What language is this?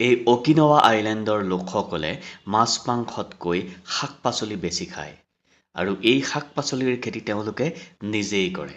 Assamese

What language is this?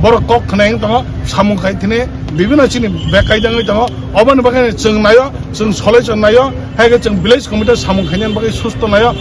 Kok Borok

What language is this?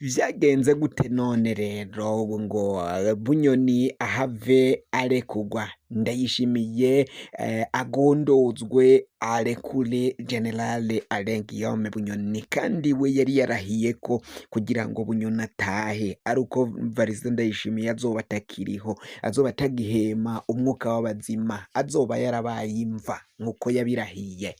Rundi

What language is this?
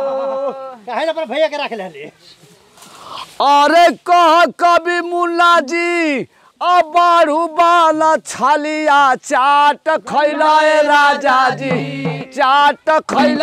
Bhojpuri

